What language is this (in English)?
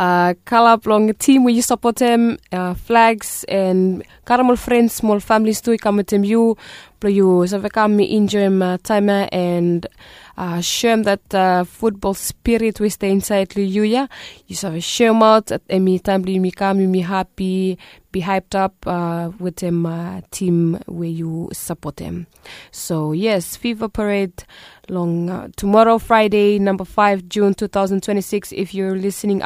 Bislama